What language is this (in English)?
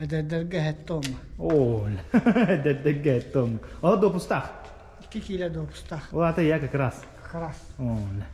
Yakut